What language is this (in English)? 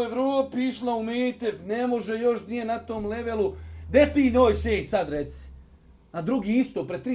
Bosnian